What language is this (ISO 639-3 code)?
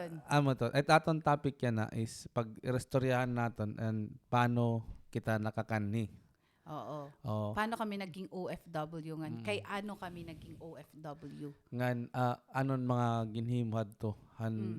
war